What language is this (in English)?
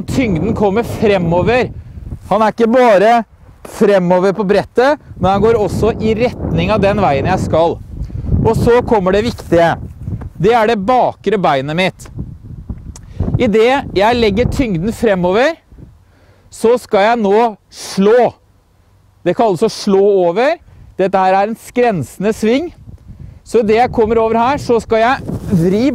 Norwegian